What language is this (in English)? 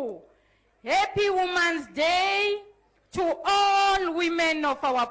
Tsonga